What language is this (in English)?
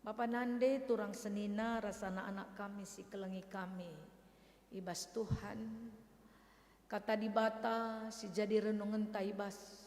Batak Karo